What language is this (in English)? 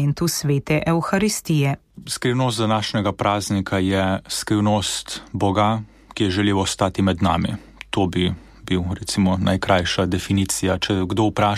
Slovenian